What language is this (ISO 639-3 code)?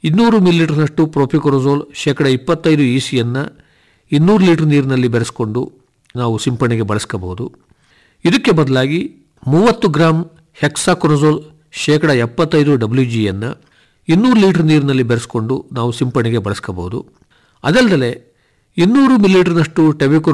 kan